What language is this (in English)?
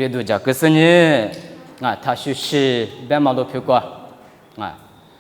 Lisu